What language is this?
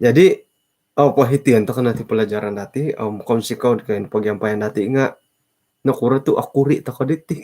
Central Dusun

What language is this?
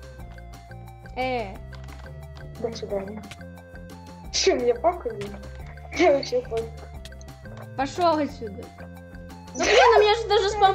Russian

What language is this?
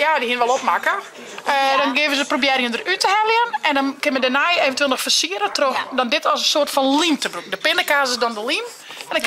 Western Frisian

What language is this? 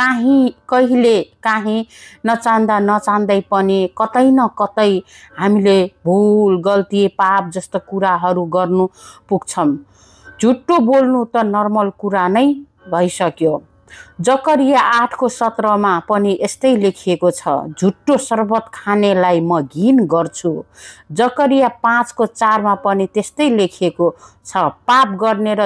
Nepali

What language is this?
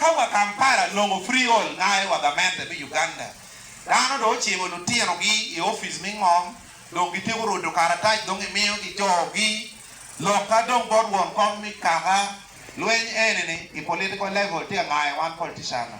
Acoli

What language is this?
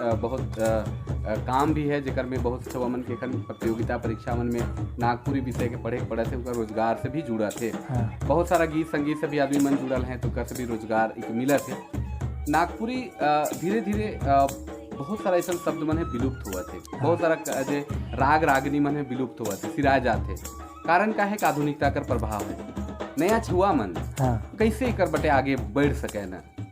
Sadri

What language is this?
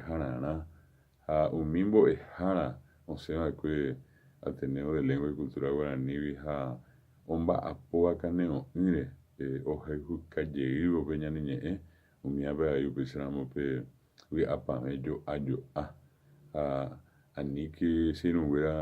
Guarani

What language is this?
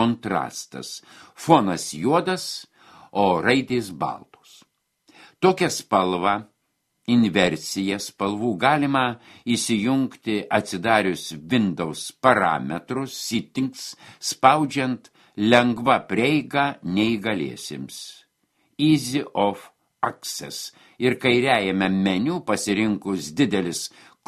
Lithuanian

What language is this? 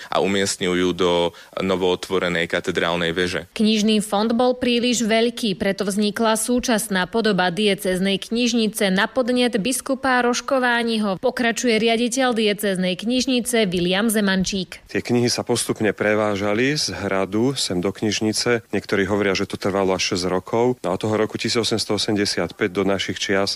Slovak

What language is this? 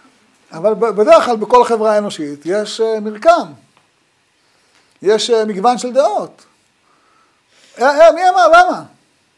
Hebrew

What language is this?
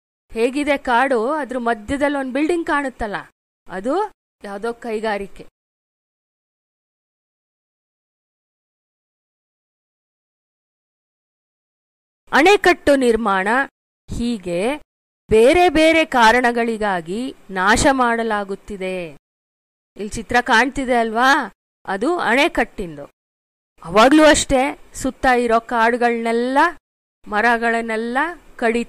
Kannada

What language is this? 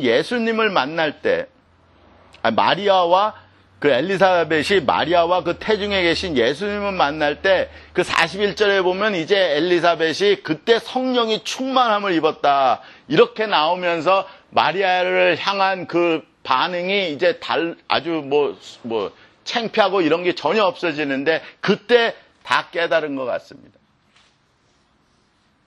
Korean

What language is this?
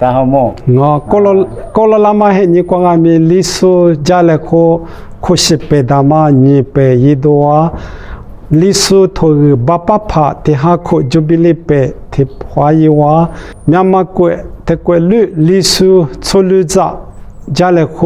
Lisu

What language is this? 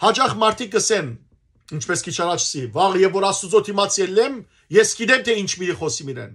Western Armenian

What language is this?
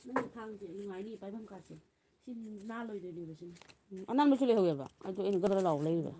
Manipuri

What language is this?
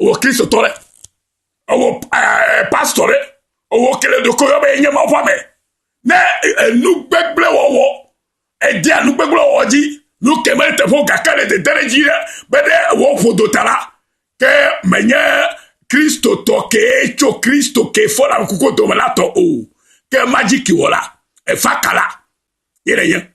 Ewe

